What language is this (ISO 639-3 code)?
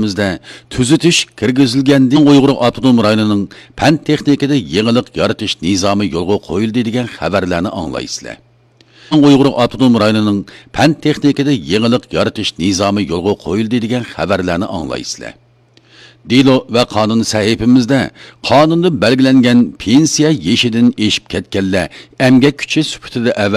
uig